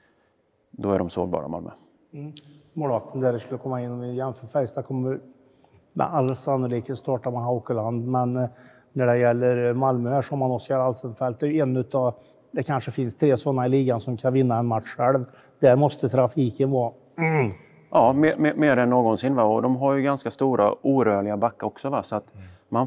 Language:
Swedish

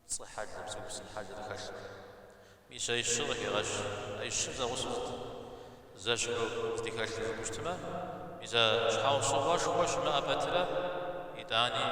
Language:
Kabardian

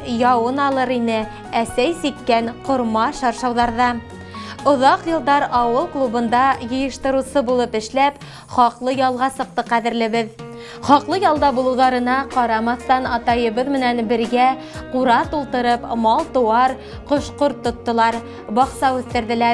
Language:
Bashkir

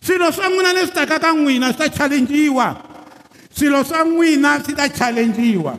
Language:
Tsonga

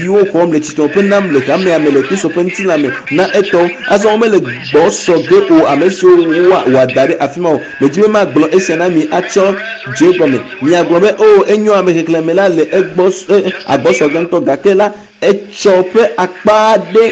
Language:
Ewe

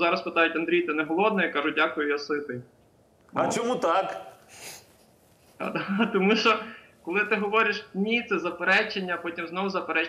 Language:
Ukrainian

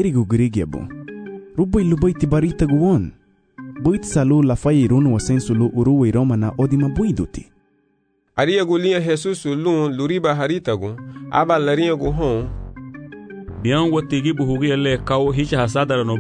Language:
Garifuna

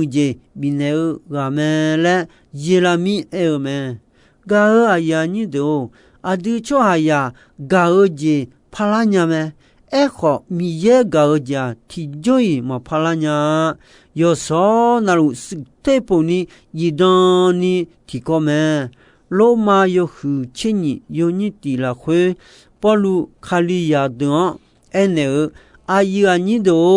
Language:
Akha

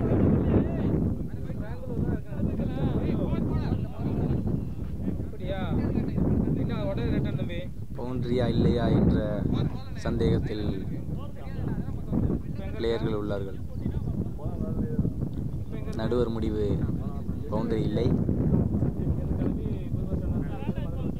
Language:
Tamil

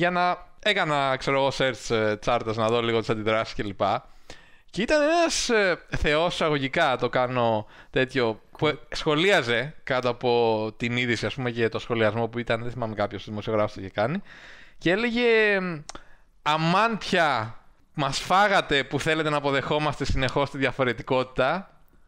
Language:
Greek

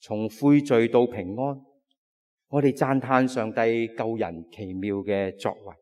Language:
Cantonese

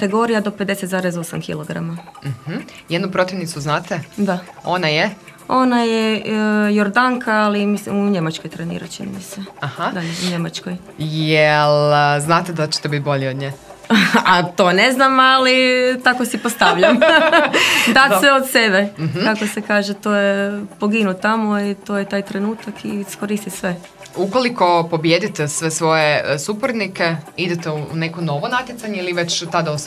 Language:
Croatian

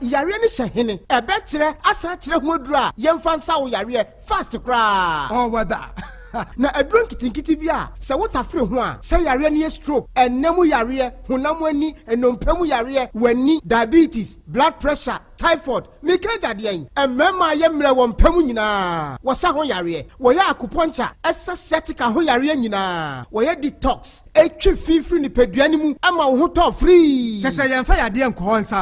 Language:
Akan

